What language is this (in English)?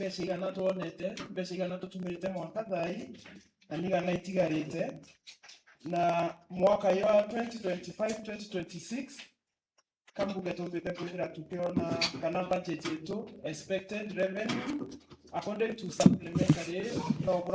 Meru